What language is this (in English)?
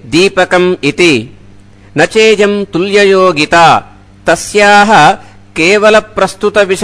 Sanskrit